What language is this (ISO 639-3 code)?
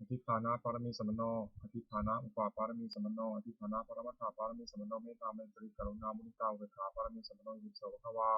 pli